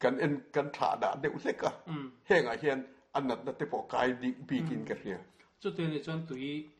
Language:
Mizo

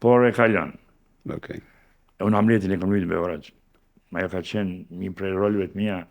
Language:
Albanian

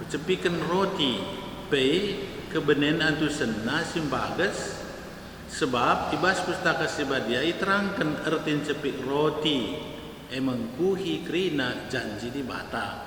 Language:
Batak Karo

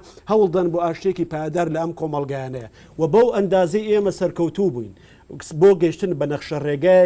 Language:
Central Kurdish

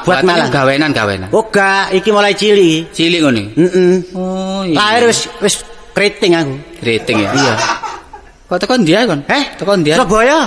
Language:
Javanese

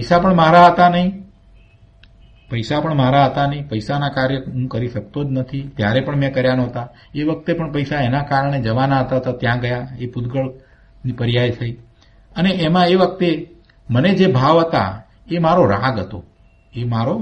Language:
Gujarati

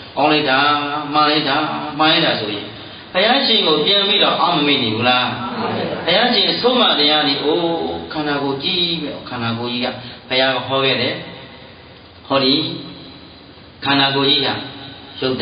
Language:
Burmese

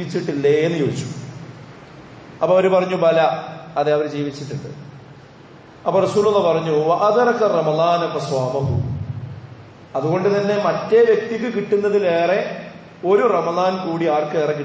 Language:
Malayalam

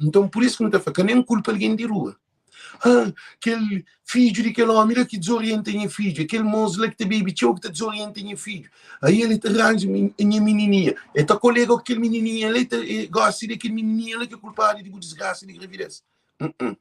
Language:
Kabuverdianu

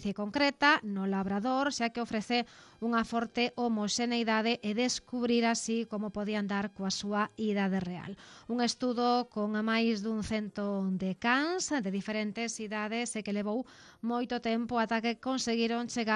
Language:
Galician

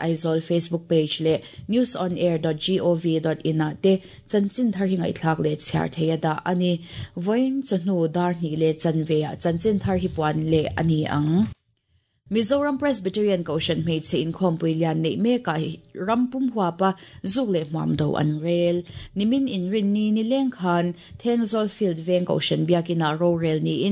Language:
Mizo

